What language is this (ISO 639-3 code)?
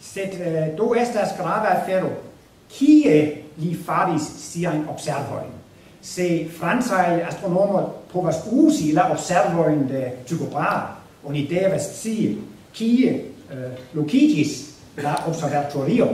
epo